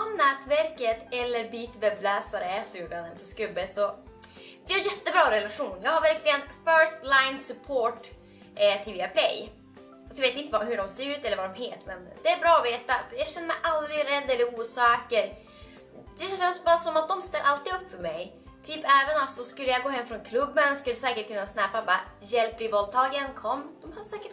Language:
Swedish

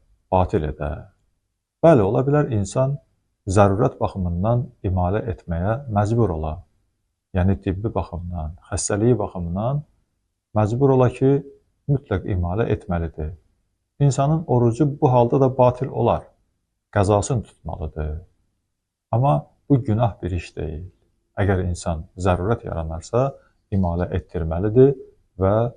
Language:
Azerbaijani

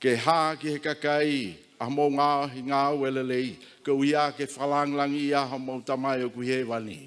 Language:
Tongan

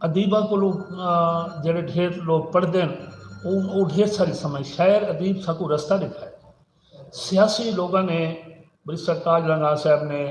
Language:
Saraiki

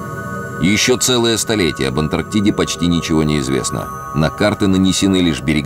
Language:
Russian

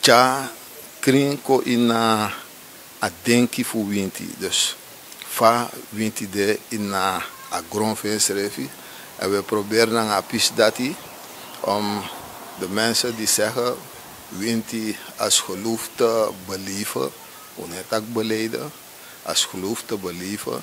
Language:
Sranan Tongo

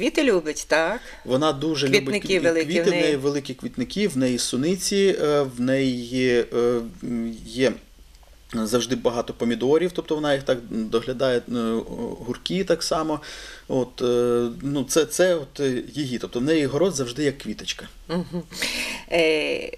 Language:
Ukrainian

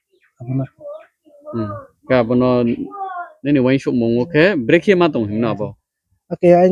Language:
Riang (India)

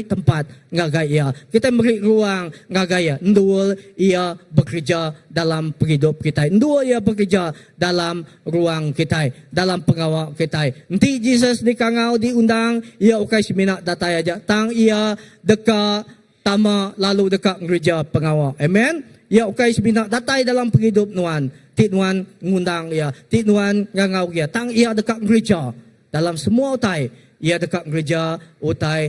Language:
Iban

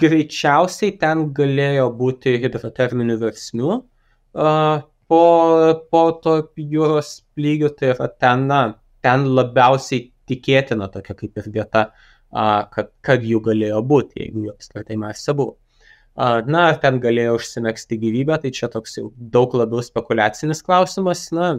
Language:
Lithuanian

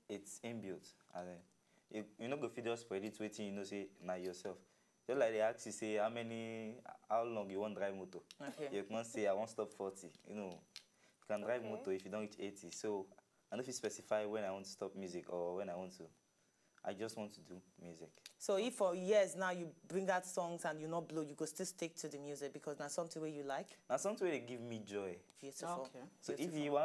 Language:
Nigerian Pidgin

